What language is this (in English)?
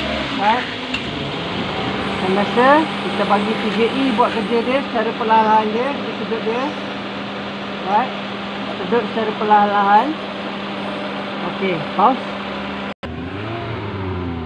Malay